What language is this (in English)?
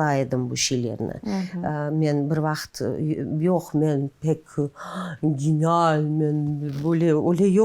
Crimean Tatar